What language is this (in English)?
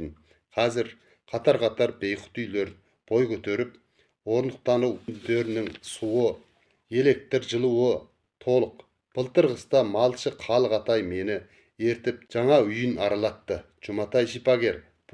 Kazakh